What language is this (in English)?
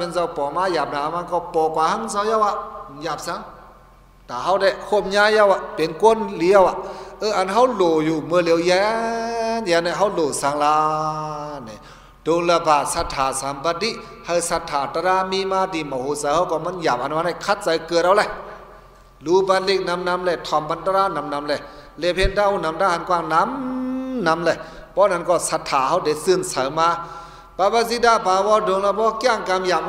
Shan